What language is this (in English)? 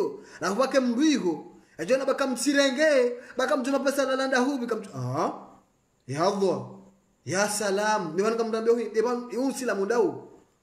Swahili